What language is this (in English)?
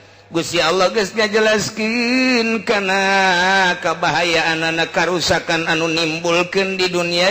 Sundanese